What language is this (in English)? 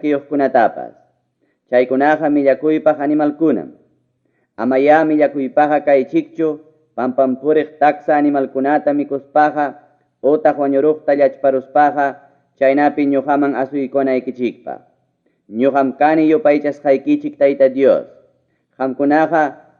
Ayacucho Quechua